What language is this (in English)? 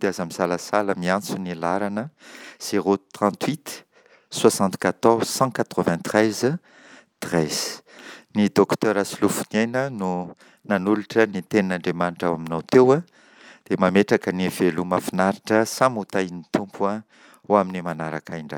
Malagasy